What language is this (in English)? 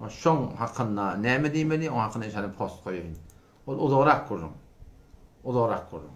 Turkmen